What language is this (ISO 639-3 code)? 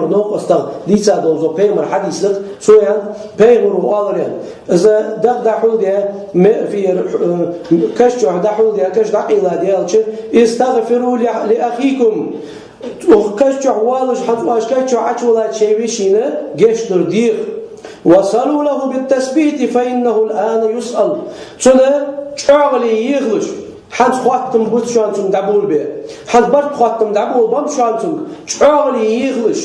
che